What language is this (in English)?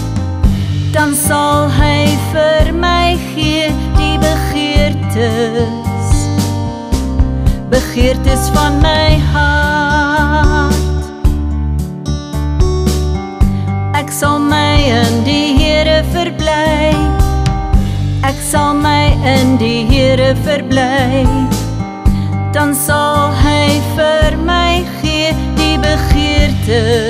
Afrikaans